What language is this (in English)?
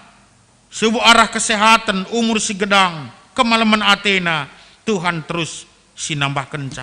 Batak Karo